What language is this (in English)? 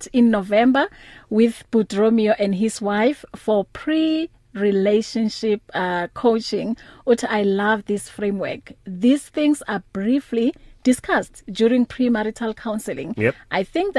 English